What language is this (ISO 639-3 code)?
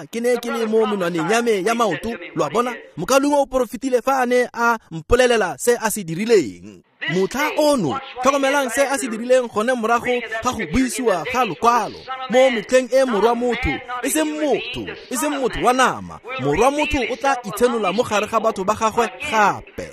tsn